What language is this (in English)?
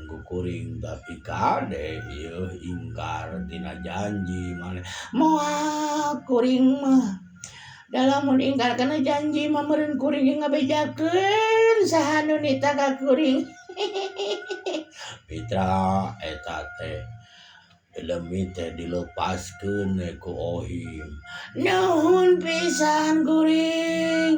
Sundanese